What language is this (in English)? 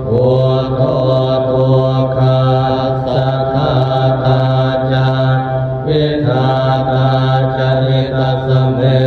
Pali